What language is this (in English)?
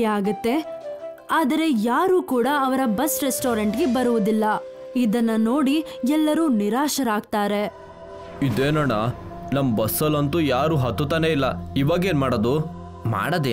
Kannada